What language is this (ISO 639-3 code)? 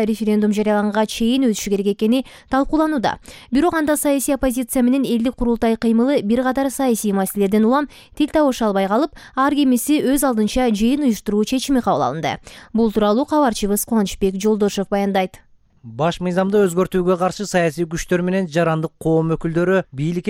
kir